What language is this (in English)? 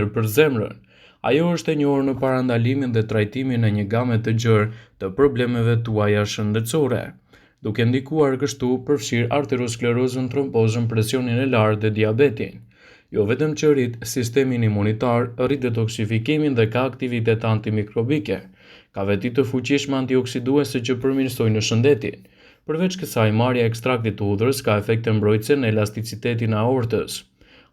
Albanian